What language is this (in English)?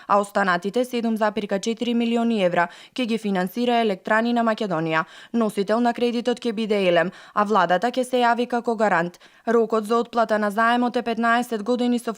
Macedonian